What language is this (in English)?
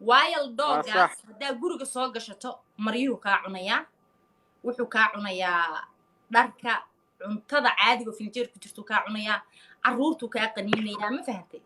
Somali